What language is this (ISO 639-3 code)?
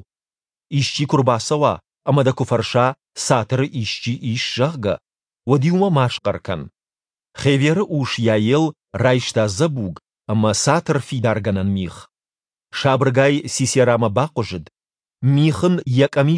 oss